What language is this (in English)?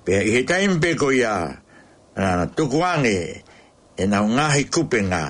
Tongan